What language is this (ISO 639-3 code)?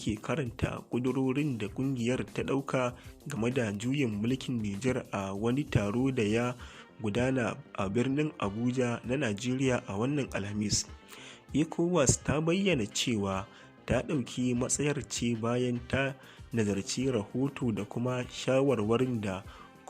hau